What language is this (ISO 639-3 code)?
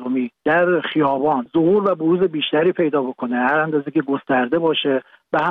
fas